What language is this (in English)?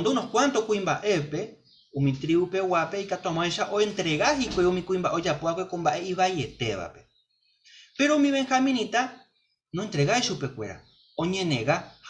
Guarani